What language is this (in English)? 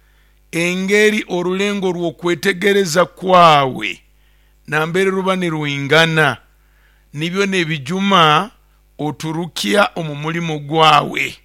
Nyoro